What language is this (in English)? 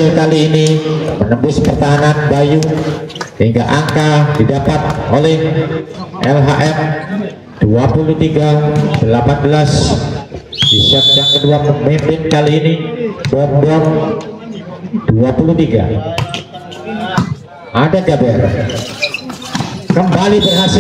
Indonesian